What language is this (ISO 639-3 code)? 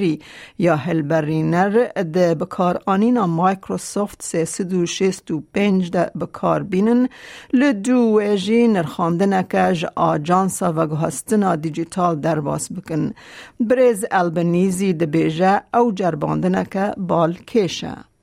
kur